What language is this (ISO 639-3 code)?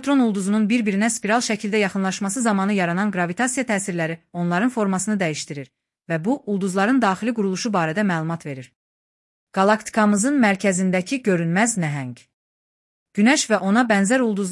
aze